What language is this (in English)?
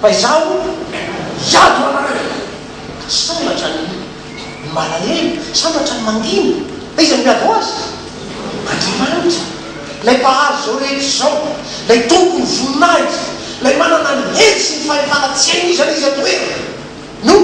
Malagasy